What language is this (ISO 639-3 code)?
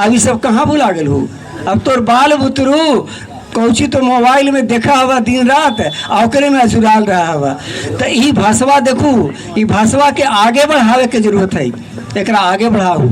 mag